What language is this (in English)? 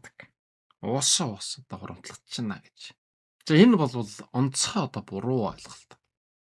Mongolian